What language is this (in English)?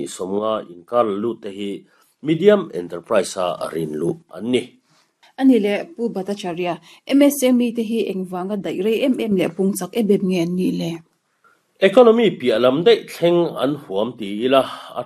Mizo